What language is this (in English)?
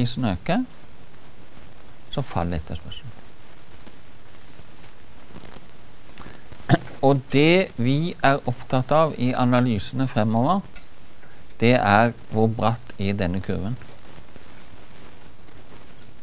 Norwegian